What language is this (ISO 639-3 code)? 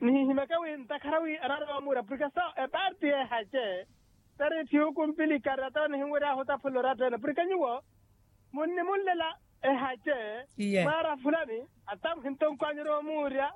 vmw